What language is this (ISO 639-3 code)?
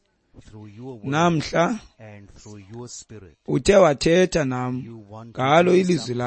xho